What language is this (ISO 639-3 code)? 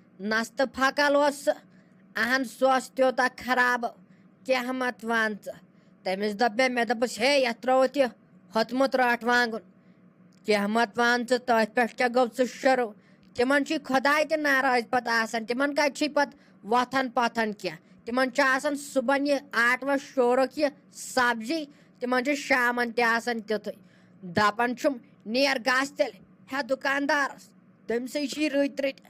kas